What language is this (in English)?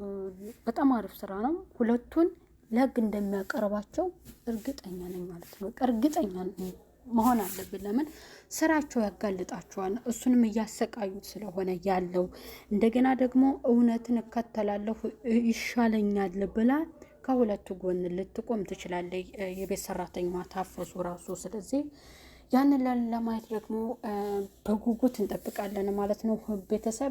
Amharic